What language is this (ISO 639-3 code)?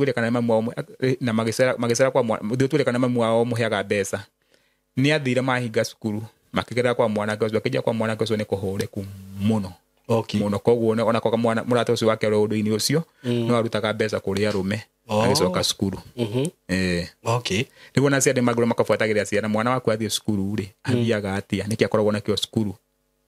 kik